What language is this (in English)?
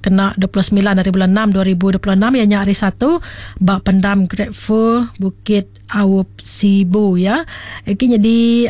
Iban